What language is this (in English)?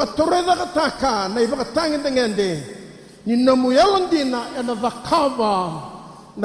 Fijian